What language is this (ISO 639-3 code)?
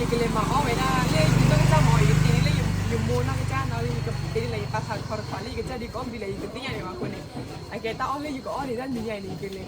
ksw